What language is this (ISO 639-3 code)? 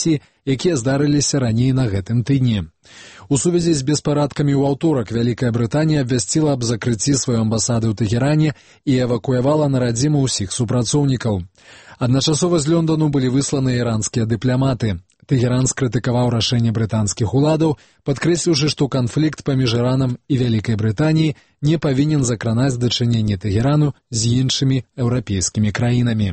bel